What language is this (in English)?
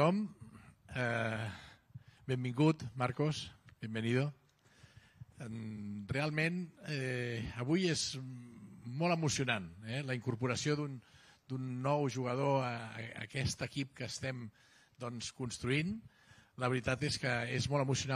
Catalan